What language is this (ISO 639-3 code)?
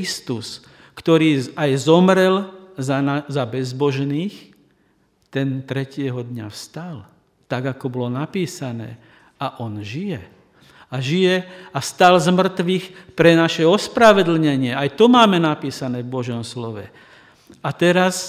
slk